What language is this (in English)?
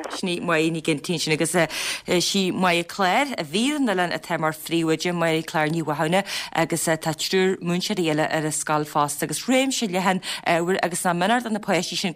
Irish